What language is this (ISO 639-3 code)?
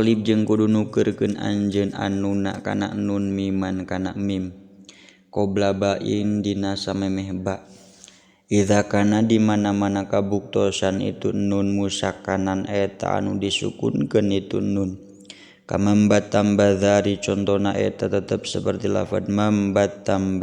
sun